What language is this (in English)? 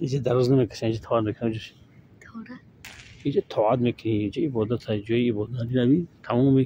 Tajik